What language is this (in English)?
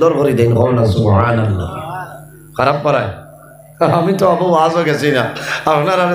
Sylheti